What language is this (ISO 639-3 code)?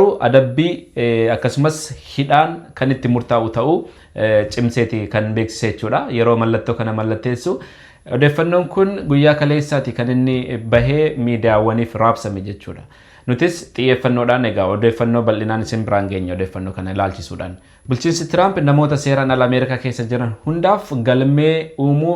orm